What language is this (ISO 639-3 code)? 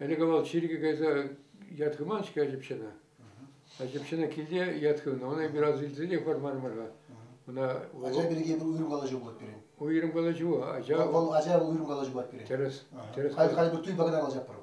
chv